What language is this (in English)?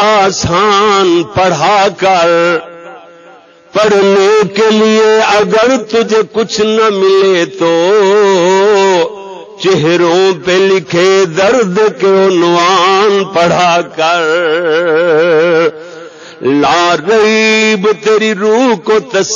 Urdu